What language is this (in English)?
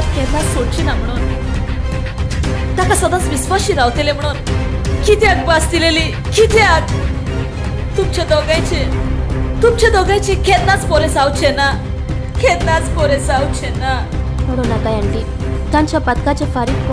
Konkani